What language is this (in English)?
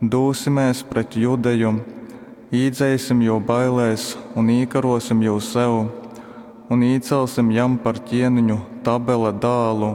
Latgalian